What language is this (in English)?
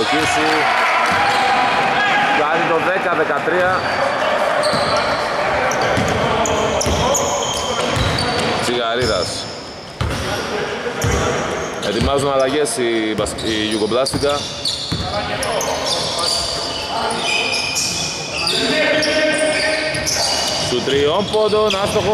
Greek